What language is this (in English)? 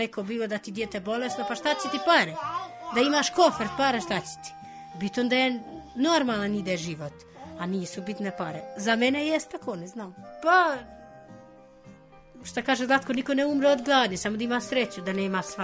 Serbian